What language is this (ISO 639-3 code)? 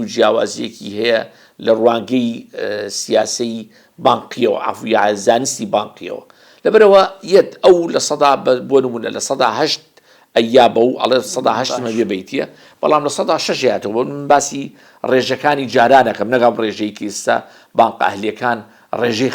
ckb